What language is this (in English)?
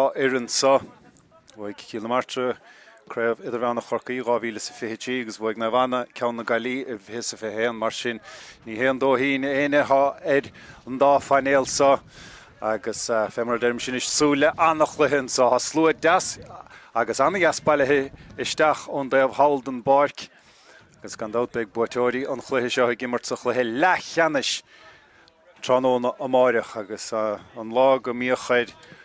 Irish